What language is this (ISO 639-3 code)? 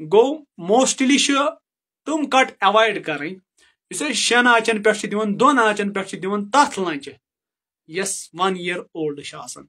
kas